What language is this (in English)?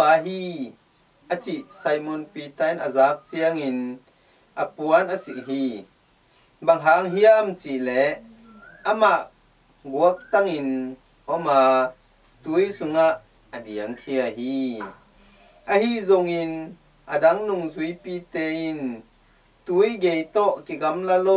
Tedim Chin